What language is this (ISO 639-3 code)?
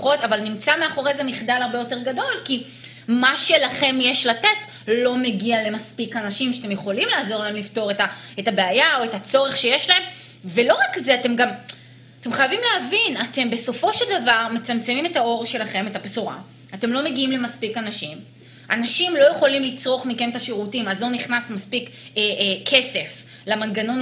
heb